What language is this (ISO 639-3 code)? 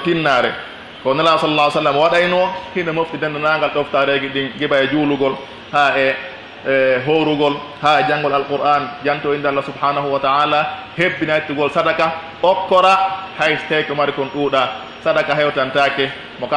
fuf